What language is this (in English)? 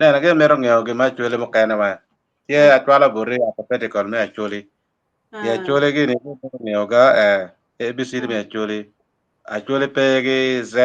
Acoli